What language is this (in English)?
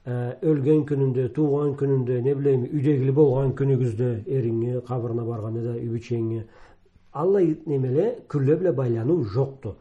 Karachay-Balkar